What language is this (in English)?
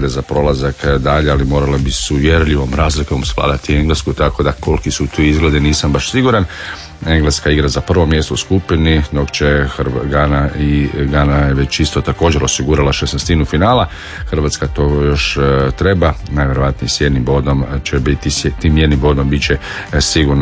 Croatian